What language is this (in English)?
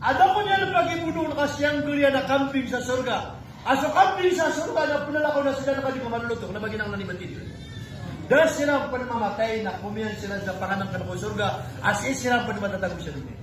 Maranao